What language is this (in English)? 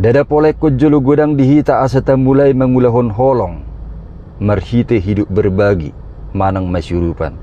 Batak Toba